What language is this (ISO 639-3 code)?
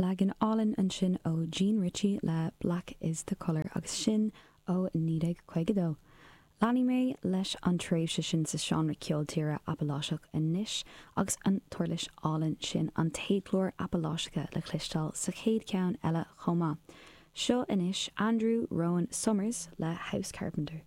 gle